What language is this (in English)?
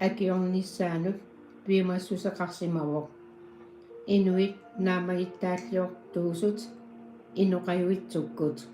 Kalaallisut